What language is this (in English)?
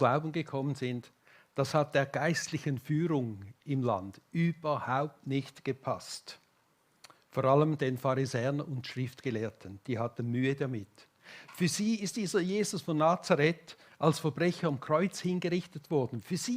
Swiss German